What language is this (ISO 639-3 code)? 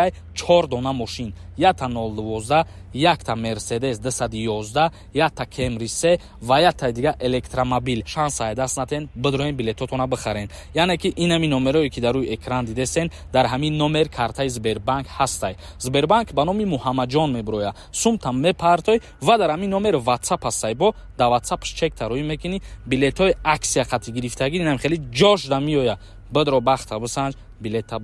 tgk